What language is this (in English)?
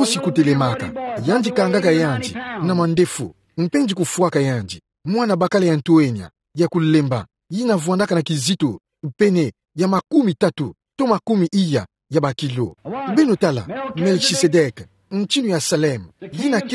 Kituba (Democratic Republic of Congo)